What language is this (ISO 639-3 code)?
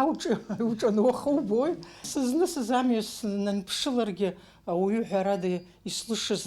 abk